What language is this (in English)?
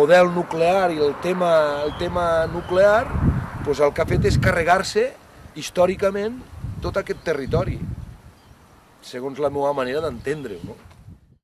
Catalan